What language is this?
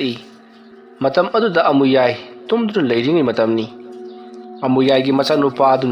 Manipuri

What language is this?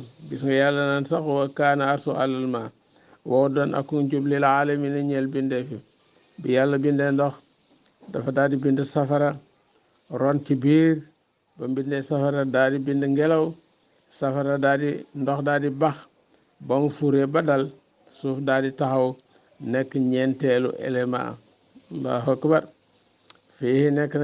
Wolof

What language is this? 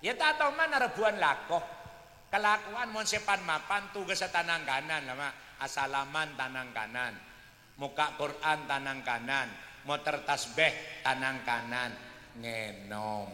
Madurese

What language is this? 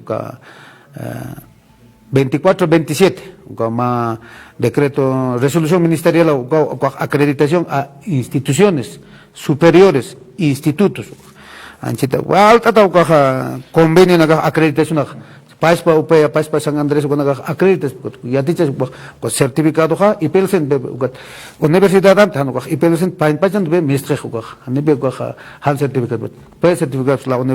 Aymara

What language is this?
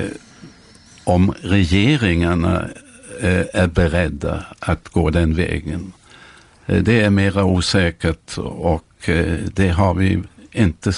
Swedish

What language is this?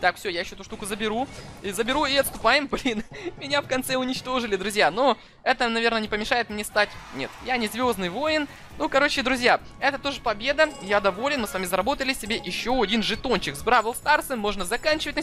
Russian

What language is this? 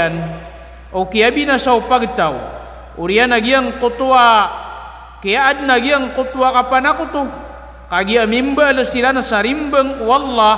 Maranao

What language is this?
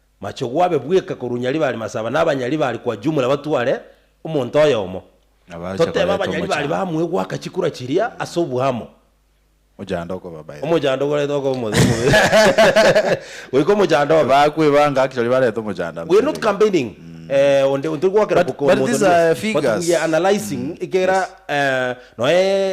Gusii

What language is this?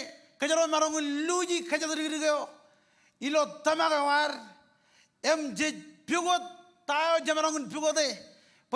Marshallese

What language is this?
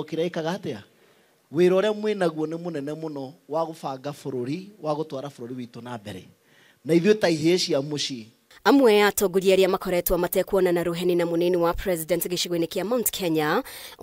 Kikuyu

